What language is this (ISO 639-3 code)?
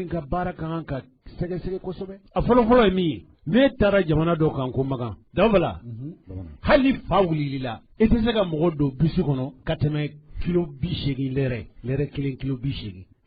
bam